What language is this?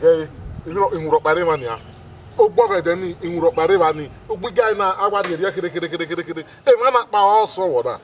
Bini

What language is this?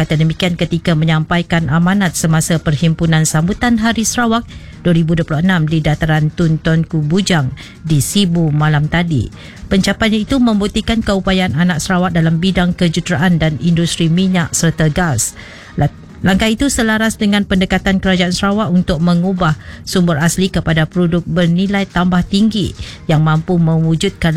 Malay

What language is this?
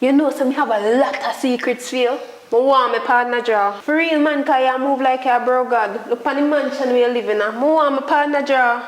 Jamaican Creole English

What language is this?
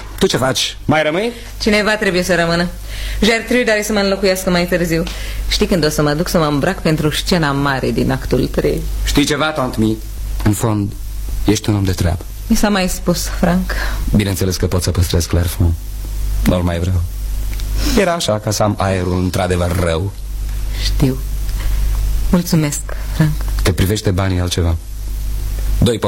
Romanian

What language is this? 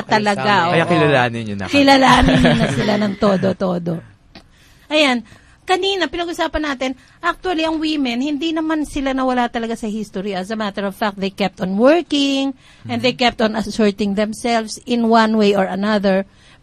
Filipino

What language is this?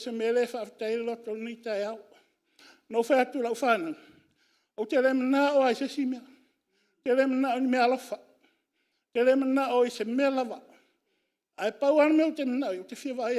Samoan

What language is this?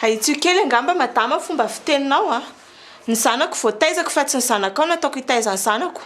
Malagasy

